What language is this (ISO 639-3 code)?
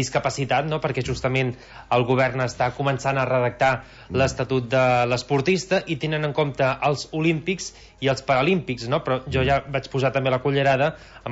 cat